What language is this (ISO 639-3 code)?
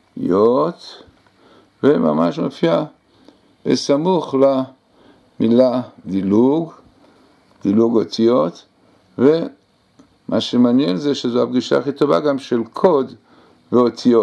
heb